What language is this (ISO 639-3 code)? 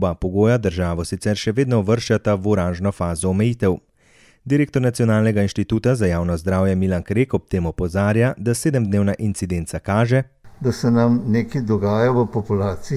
slv